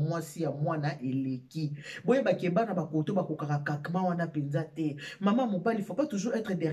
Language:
Lingala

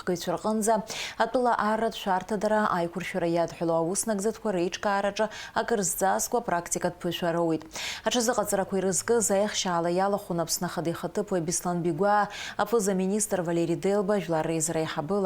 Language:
Abkhazian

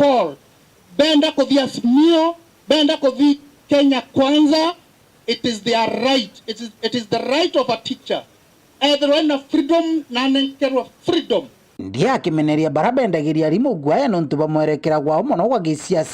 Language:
Meru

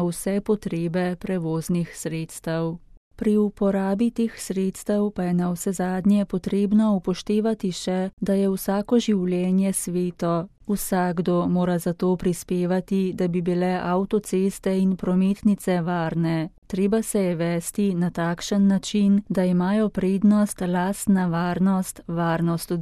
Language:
Slovenian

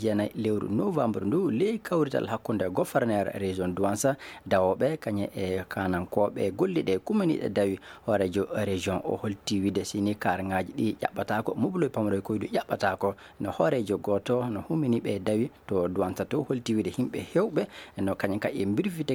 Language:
Maasina Fulfulde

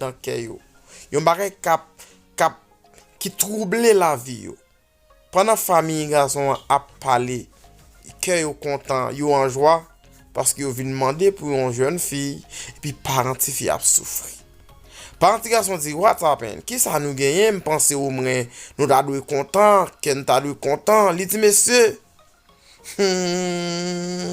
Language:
Haitian Creole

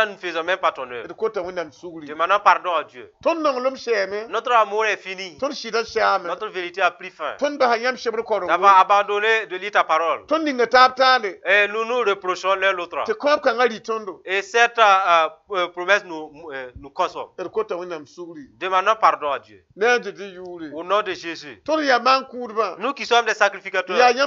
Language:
Mossi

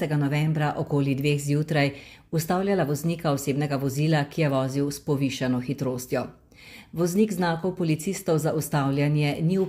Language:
Slovenian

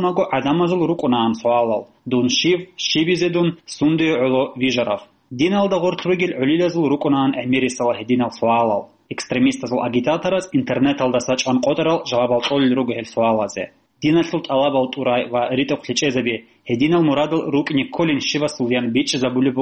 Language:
Avaric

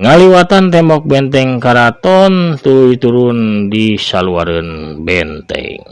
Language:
Sundanese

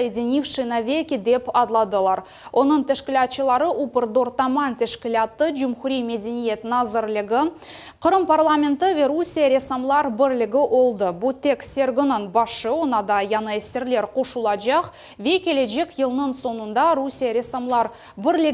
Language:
Crimean Tatar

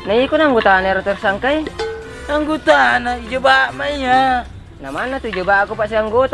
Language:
Buginese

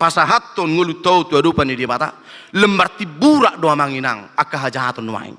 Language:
Batak Toba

